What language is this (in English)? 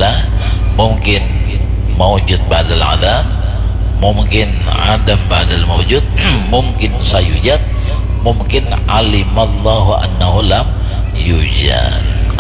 Banjar